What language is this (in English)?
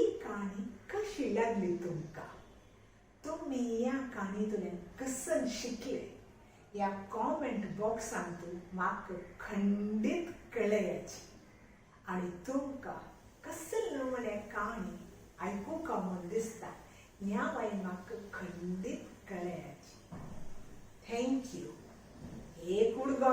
Konkani